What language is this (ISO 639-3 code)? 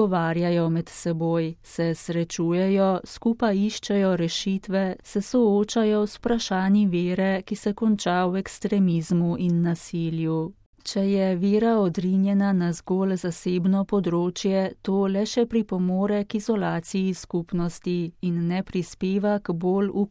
slv